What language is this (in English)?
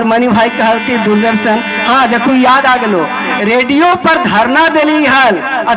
Magahi